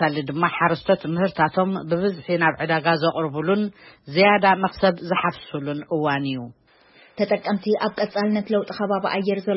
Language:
Tigrinya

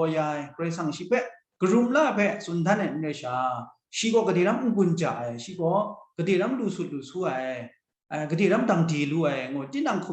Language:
Kachin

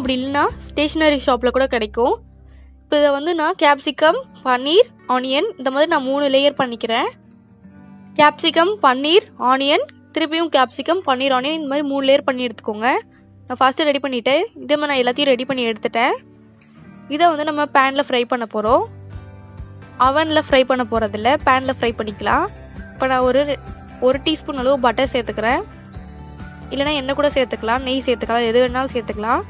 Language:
Tamil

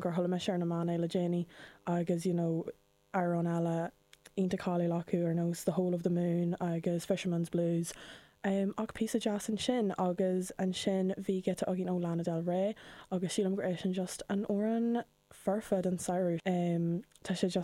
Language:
Irish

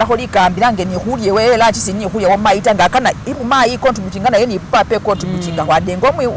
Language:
Masaaba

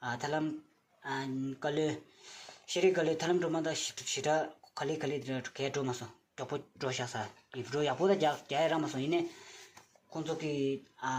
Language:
Tibetan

